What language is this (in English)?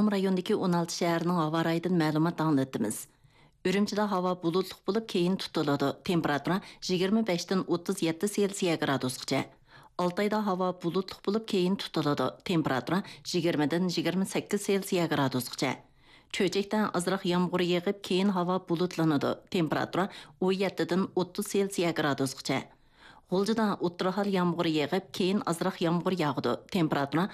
Uyghur